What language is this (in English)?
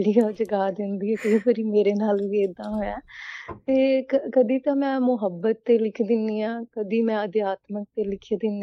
Punjabi